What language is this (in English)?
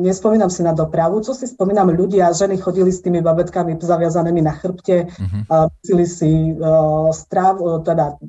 Slovak